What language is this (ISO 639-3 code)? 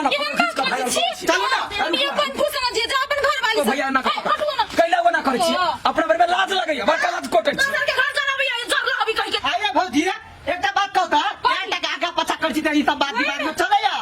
mai